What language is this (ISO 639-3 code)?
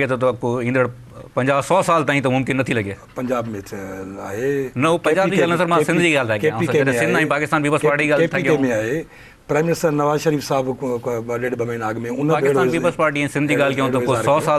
snd